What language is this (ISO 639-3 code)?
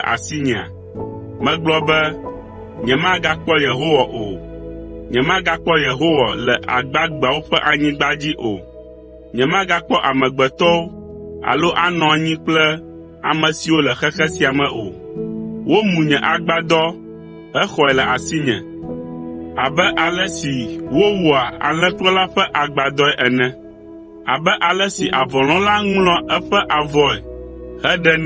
ewe